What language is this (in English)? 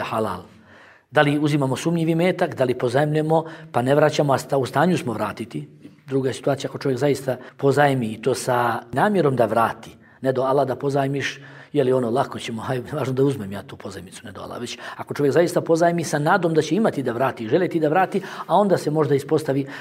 Bosnian